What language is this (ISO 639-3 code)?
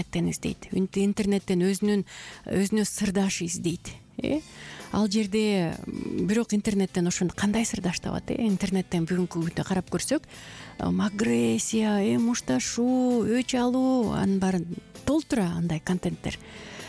kir